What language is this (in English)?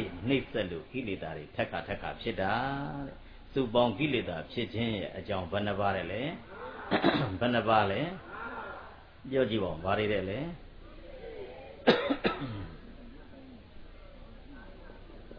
Burmese